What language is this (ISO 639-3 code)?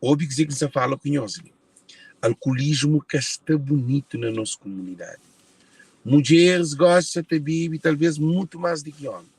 kea